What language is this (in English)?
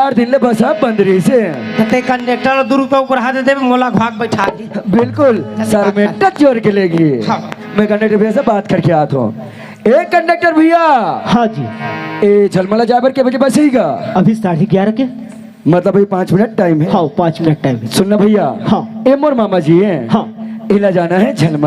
Chhattisgarhi